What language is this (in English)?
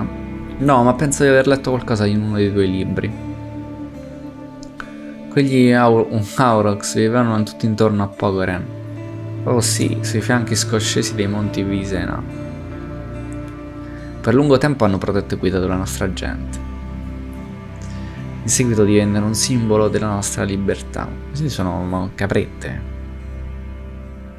Italian